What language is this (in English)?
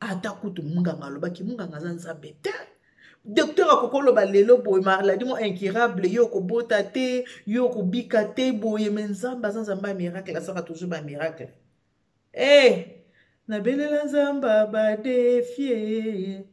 Lingala